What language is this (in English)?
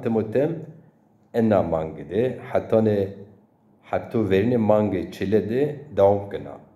Zaza